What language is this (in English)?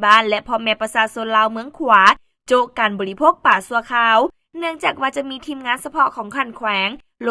Lao